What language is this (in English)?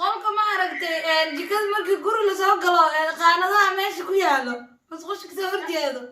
Somali